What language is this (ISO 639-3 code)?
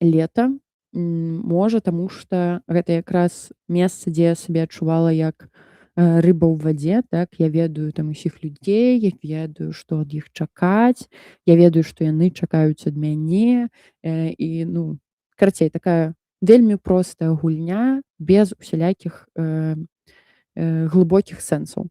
bel